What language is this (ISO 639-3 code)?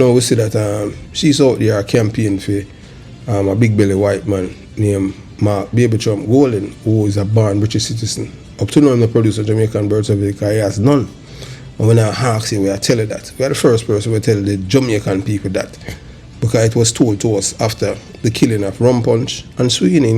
jam